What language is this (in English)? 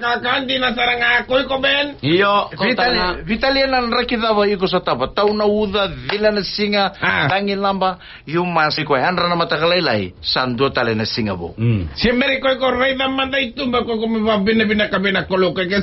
Fijian